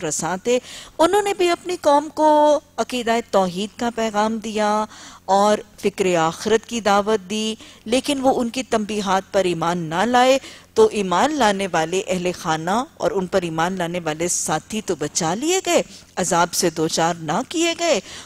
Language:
Urdu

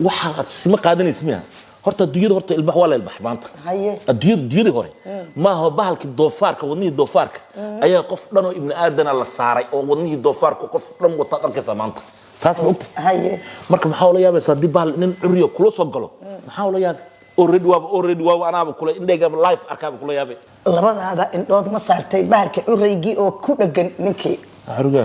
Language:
Somali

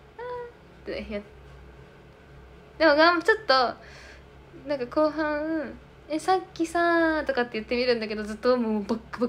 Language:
Japanese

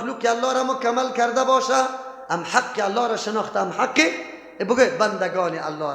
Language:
Persian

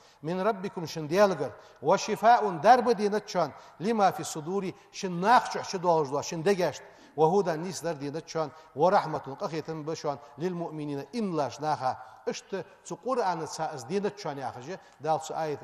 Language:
Ingush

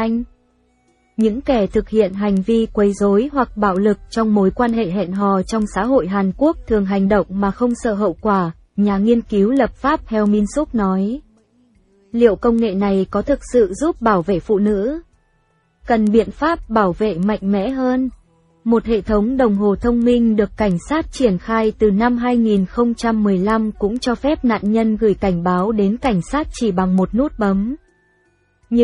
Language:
Vietnamese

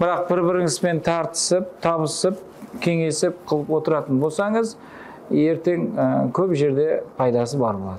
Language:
Kara-Kalpak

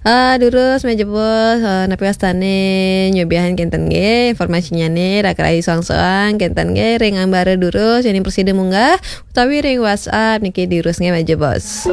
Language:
Balinese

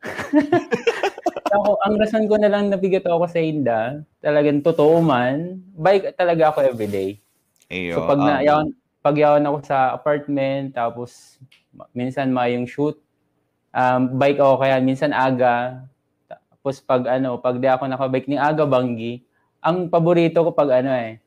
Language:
Bikol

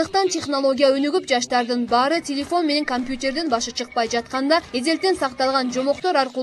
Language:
Kyrgyz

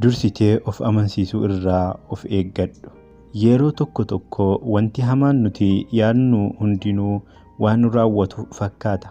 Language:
Oromo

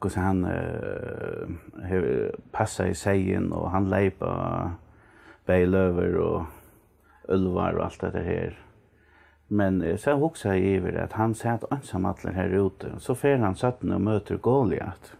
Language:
Faroese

